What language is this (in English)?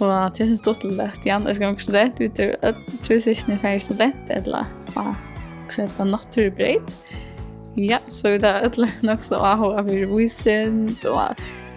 Faroese